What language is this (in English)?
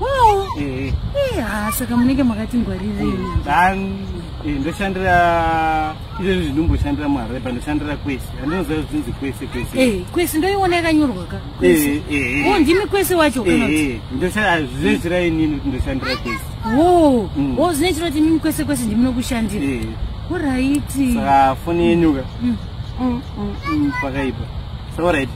Shona